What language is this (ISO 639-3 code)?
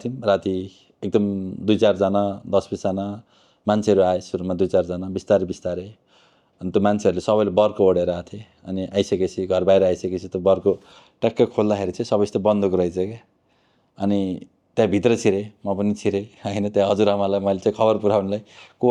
nep